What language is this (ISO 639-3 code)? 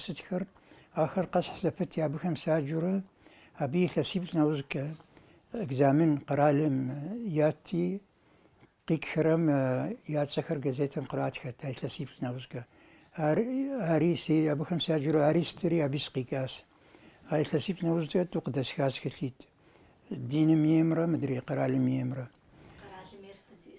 kbd